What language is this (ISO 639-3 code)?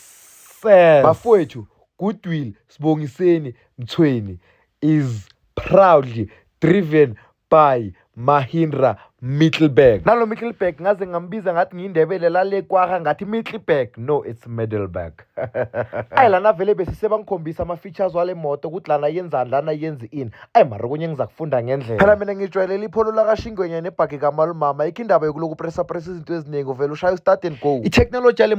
zul